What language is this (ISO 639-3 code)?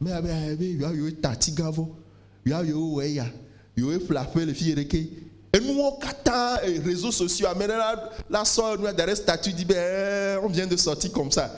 ewe